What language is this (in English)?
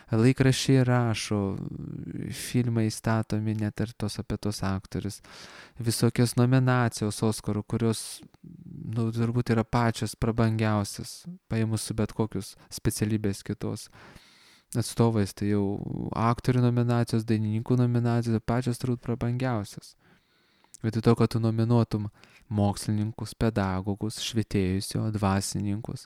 Lithuanian